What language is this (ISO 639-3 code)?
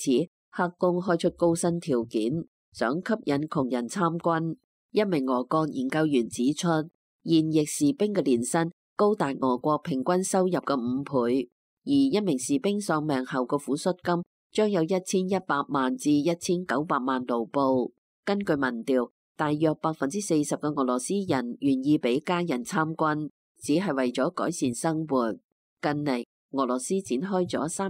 yue